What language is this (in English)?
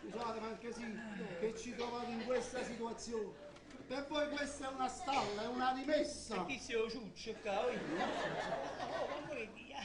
Neapolitan